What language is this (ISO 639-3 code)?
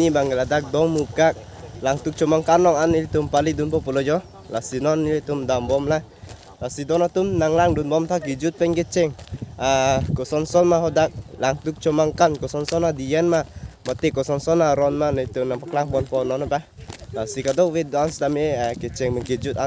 mjw